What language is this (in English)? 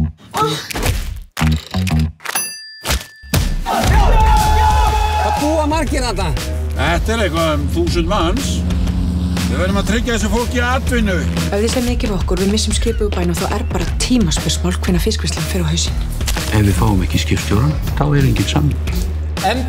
Icelandic